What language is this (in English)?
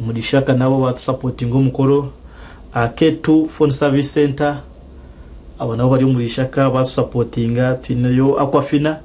Nyankole